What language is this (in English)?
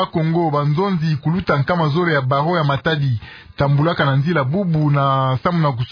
Kituba (Democratic Republic of Congo)